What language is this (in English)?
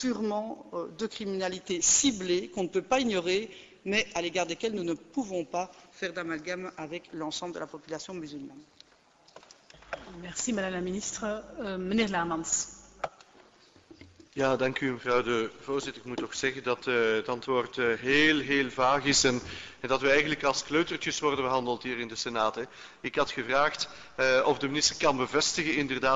Dutch